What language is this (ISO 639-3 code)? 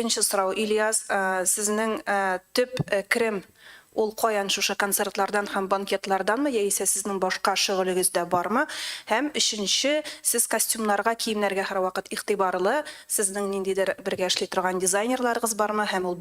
tat